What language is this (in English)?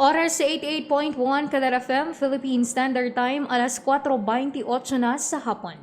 Hiligaynon